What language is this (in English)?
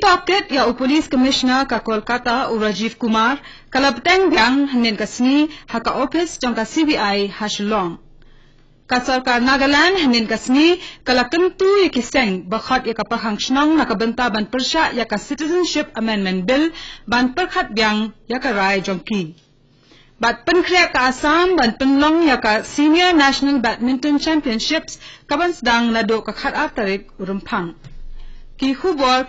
Khasi